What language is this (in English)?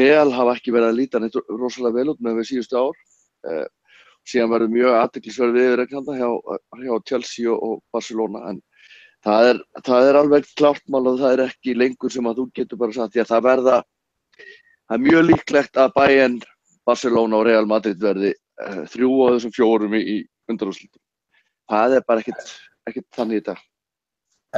Icelandic